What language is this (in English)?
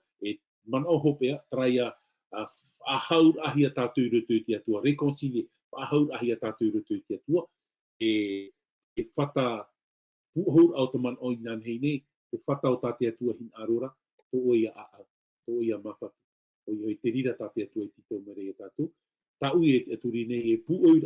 Tahitian